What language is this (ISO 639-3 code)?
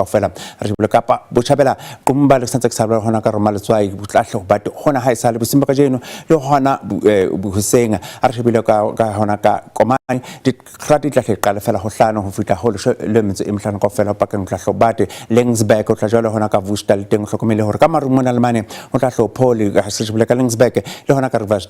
sot